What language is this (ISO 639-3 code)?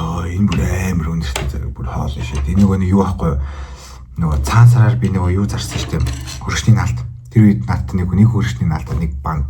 mon